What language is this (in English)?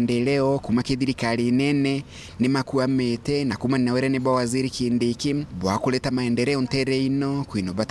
Meru